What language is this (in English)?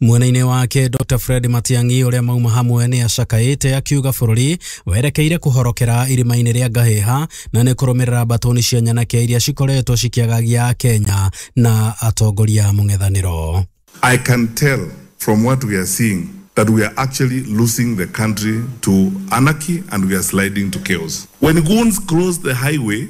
Kikuyu